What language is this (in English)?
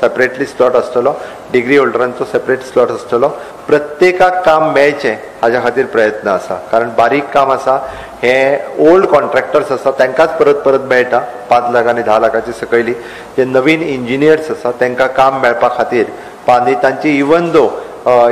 Konkani